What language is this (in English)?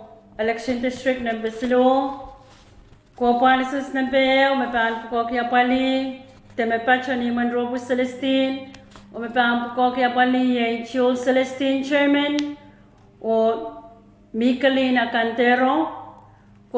Pohnpeian